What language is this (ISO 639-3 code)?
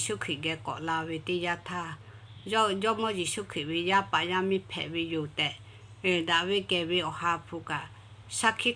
lhu